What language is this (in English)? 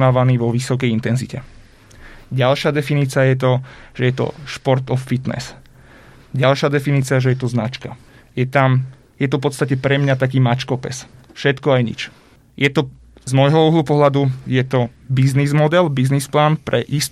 Slovak